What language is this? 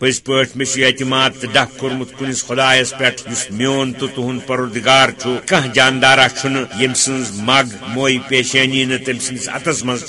Kashmiri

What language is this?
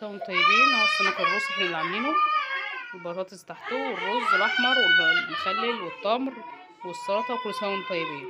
Egyptian Arabic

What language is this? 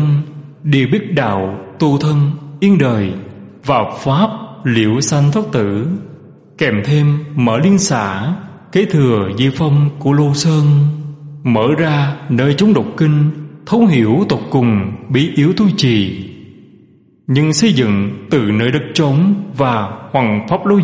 Vietnamese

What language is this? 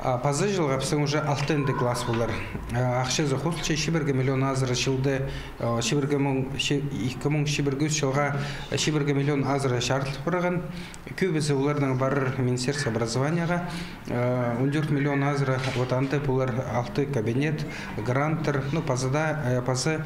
Khakas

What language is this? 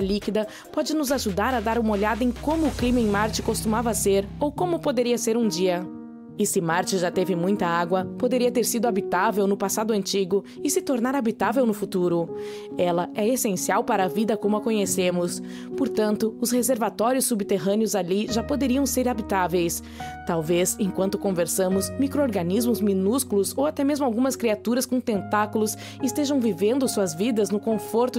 Portuguese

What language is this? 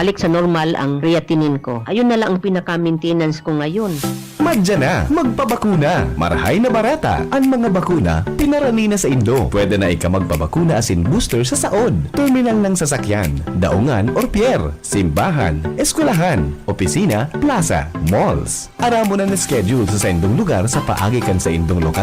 Bikol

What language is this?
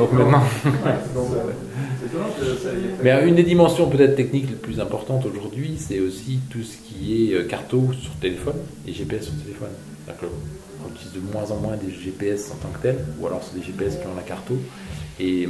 French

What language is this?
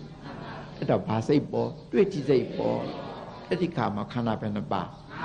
Burmese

